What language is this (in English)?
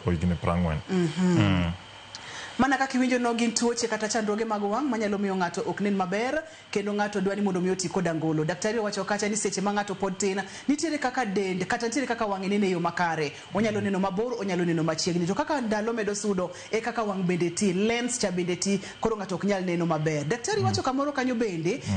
Luo (Kenya and Tanzania)